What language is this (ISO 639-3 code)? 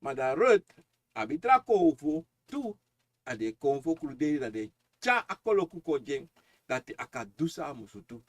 srn